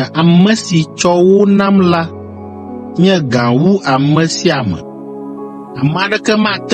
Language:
Ewe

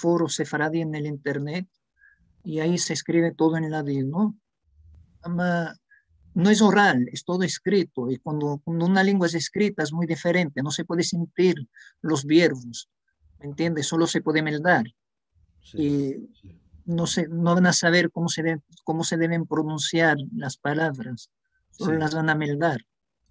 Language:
Ladino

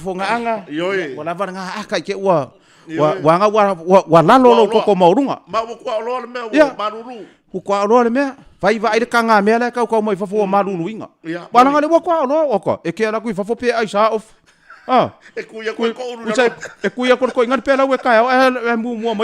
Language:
Samoan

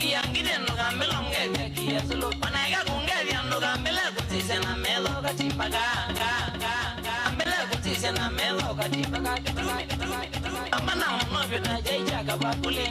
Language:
Kamba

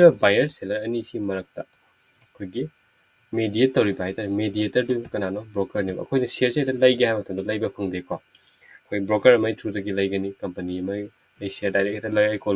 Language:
Manipuri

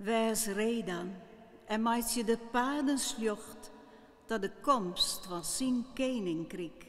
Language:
Western Frisian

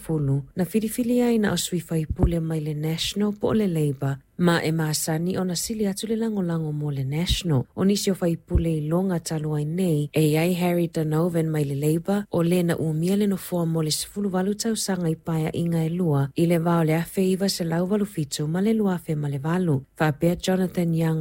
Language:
Samoan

